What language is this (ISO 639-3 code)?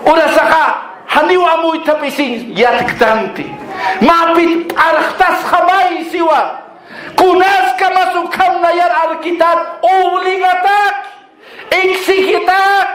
aym